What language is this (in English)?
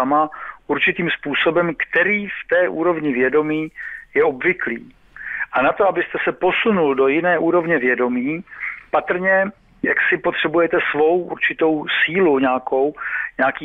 Czech